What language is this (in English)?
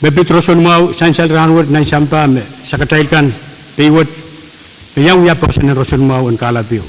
Pohnpeian